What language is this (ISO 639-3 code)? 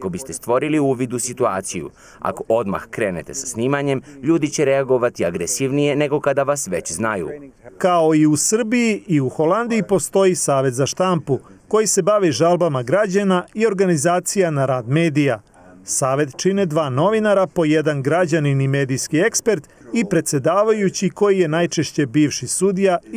srp